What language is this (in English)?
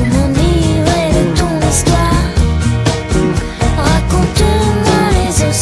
French